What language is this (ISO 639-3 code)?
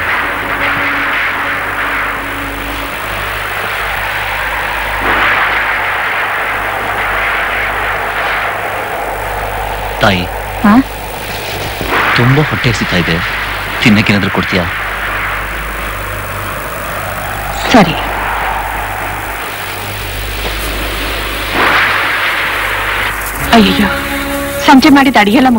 kan